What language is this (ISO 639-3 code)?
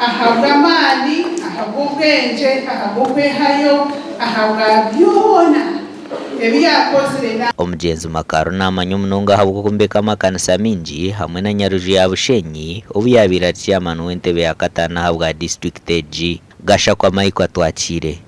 nyn